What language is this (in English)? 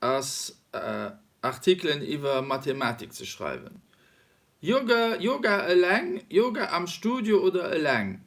Luxembourgish